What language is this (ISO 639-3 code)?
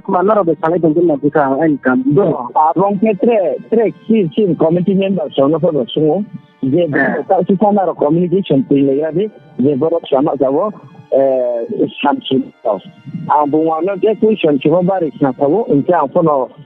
ria